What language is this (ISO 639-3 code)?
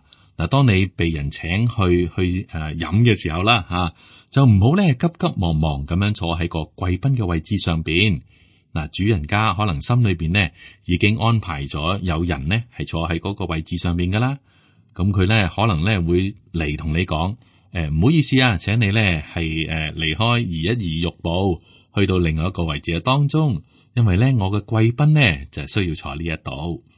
yue